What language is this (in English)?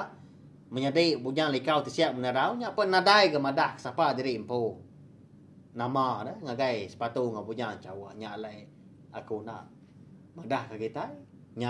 Iban